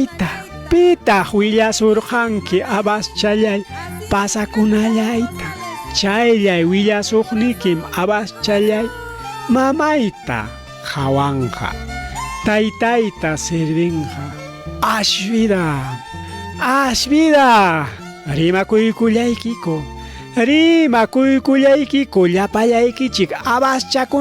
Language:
Ayacucho Quechua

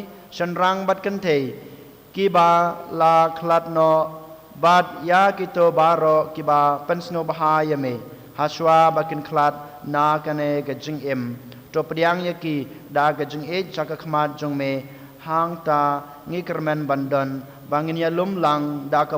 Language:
Khasi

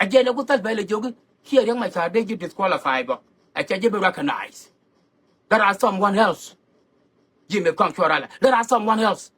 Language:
Nuer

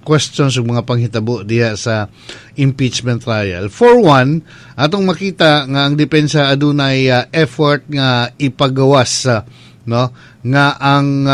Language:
Cebuano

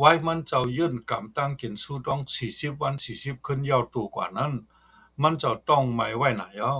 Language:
Shan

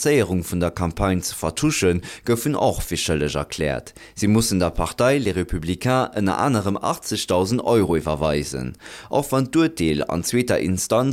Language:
Luxembourgish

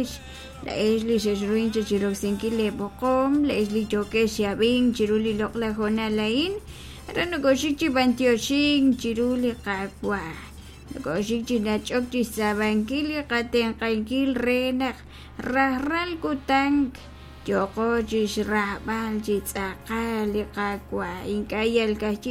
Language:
Kekchí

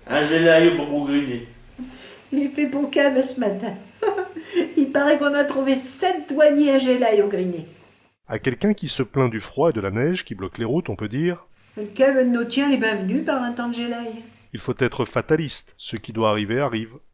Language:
Picard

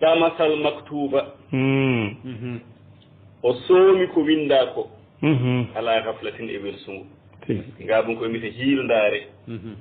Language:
Fula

